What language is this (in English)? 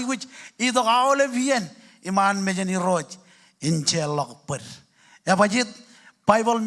Marshallese